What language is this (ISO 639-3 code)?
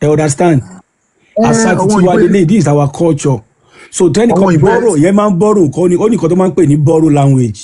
yor